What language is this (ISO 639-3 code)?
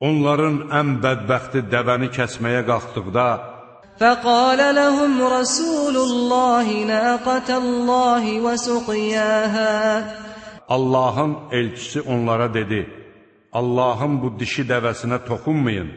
aze